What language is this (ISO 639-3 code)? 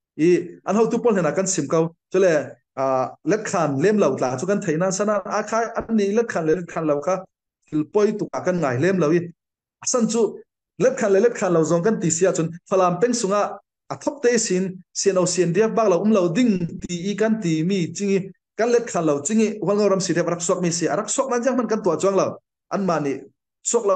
cfm